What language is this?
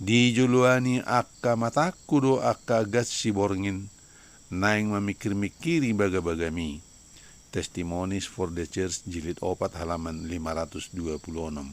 Batak Toba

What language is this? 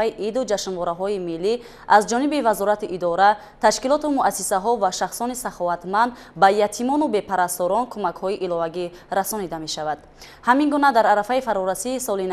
Tajik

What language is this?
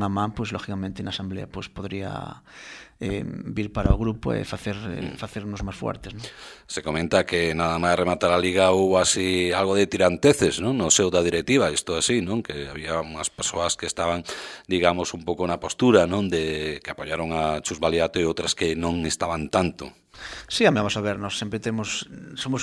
Galician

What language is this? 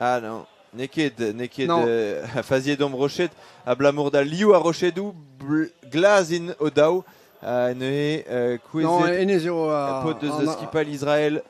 Breton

